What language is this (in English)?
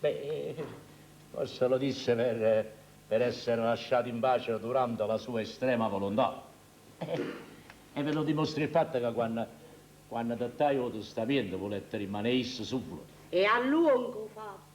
Neapolitan